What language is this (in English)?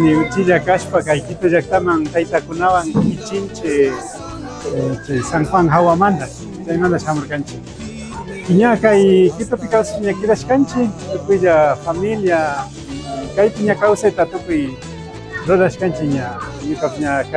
Imbabura Highland Quichua